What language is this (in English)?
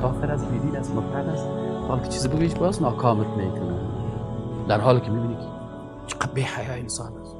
Persian